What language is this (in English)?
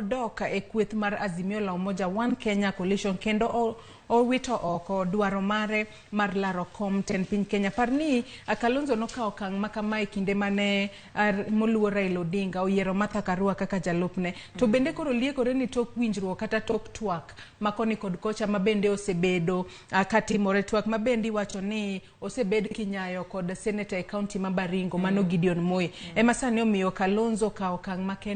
Luo (Kenya and Tanzania)